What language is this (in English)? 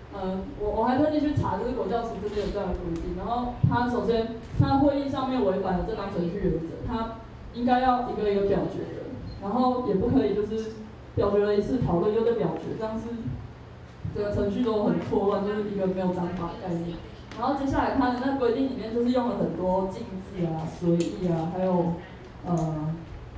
Chinese